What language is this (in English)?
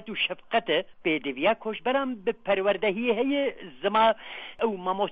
Kurdish